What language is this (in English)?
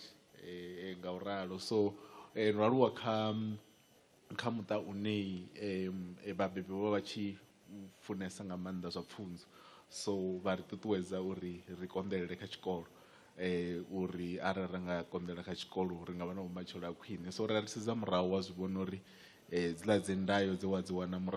Venda